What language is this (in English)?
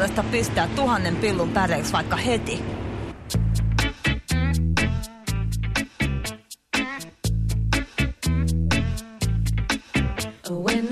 Finnish